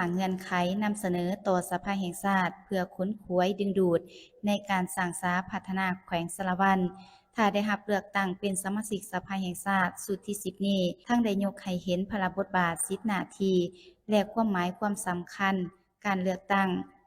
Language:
Lao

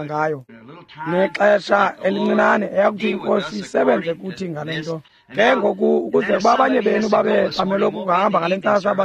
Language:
Xhosa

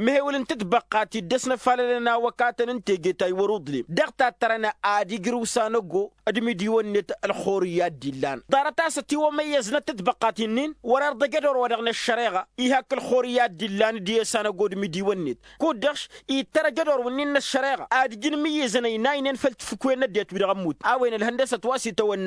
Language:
Tamasheq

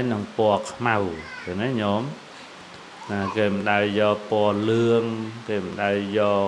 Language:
Khmer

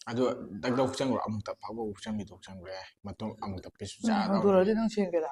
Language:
Manipuri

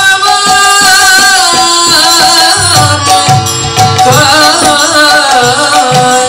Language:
Bangla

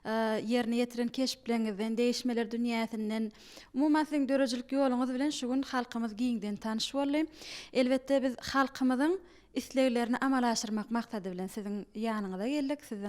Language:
Turkmen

